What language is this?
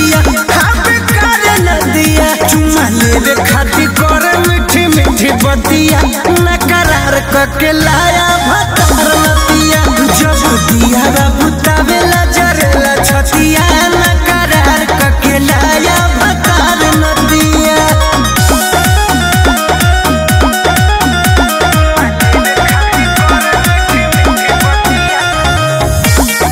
Bhojpuri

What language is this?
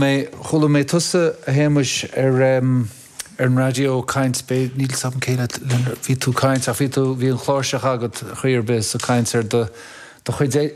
Irish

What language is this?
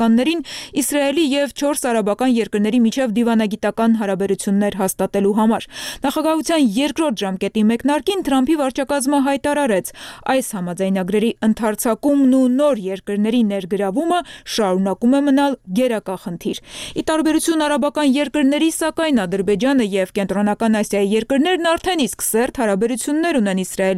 Armenian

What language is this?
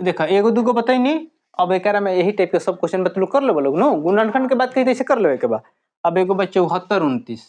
Bhojpuri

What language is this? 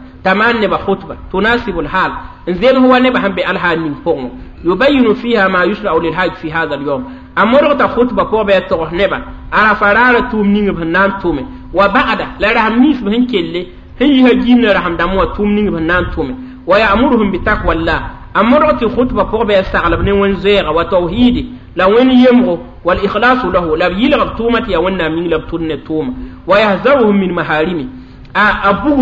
Mossi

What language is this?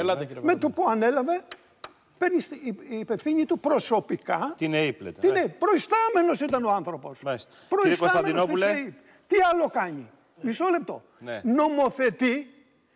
Greek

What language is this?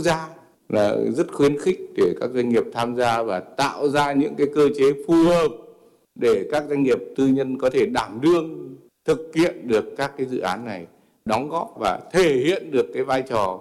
Vietnamese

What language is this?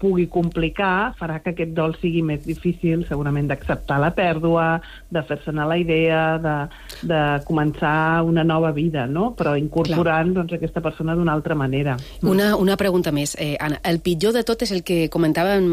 Catalan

